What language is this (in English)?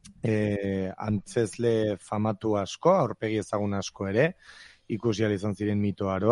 Basque